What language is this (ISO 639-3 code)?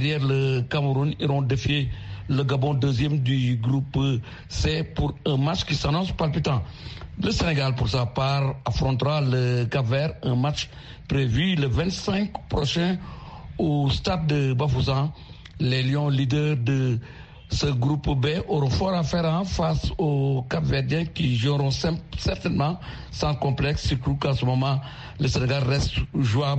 fra